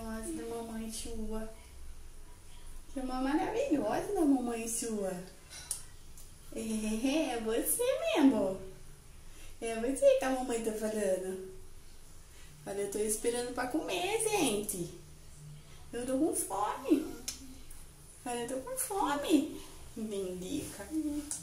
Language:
Portuguese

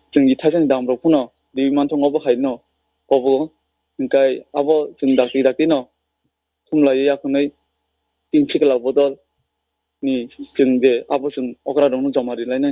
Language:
Kok Borok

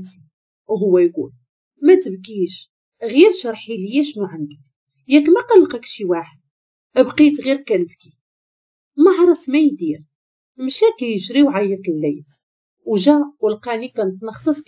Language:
Moroccan Arabic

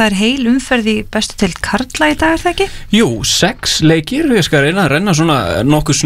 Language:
Icelandic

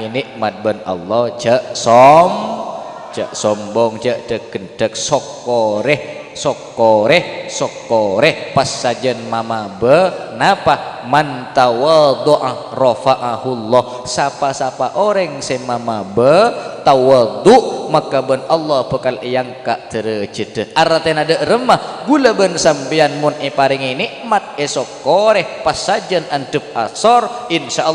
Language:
Madurese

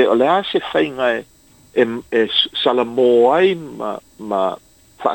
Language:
Samoan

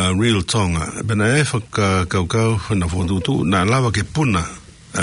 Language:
Tongan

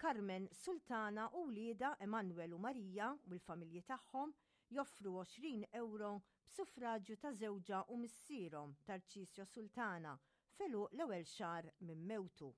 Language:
Maltese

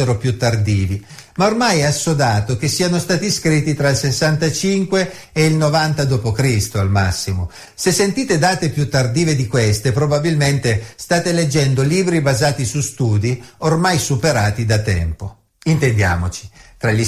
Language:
Italian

